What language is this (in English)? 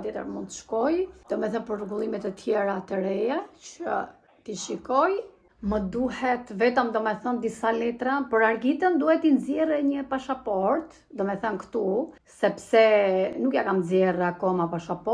Albanian